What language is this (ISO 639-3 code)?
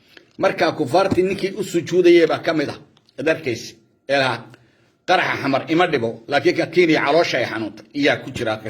som